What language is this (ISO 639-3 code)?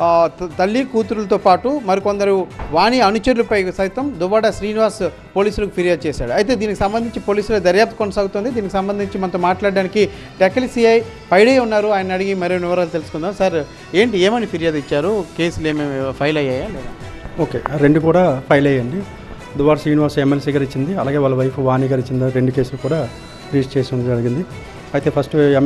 tel